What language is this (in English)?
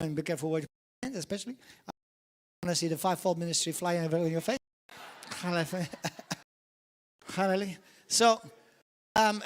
English